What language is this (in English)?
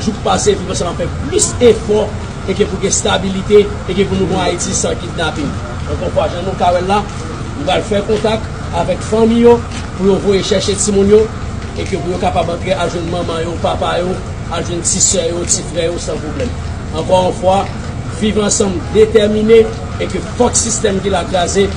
Haitian Creole